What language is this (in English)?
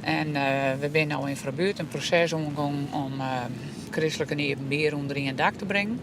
Western Frisian